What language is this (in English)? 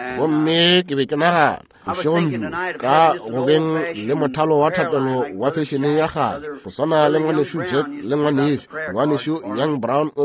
Northern Sotho